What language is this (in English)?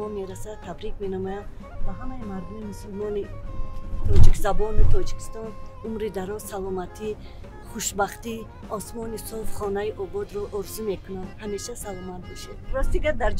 Tajik